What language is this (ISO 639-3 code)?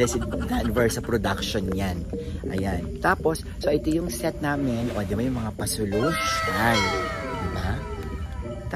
fil